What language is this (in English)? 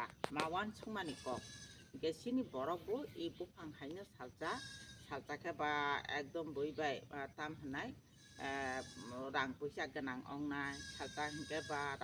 Kok Borok